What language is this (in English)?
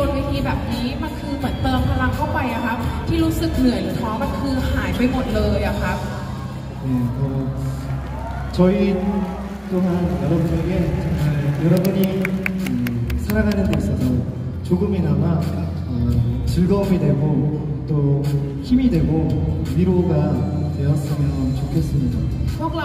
Korean